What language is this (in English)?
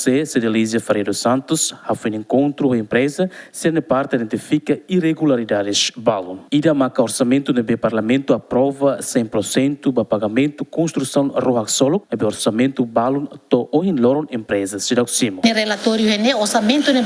Tetum